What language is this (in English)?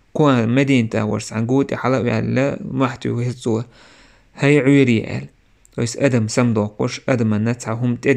Chechen